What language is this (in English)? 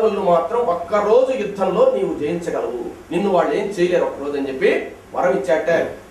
Telugu